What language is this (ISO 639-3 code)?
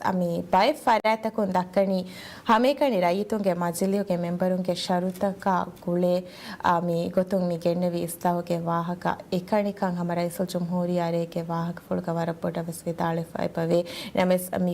div